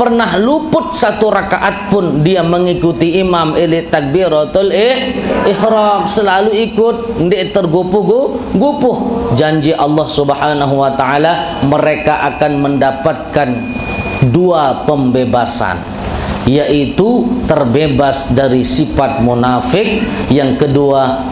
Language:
Sasak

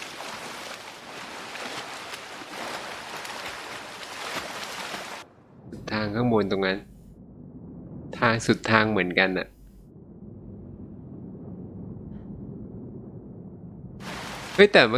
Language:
Thai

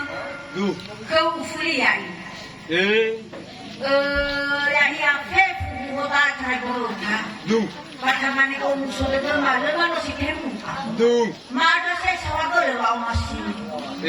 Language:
Nias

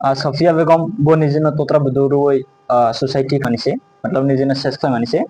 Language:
Kok Borok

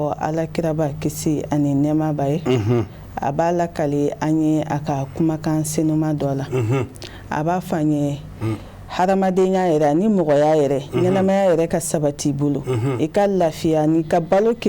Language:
Bambara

